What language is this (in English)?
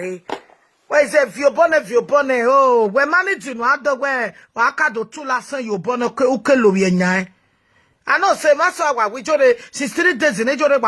Nigerian Pidgin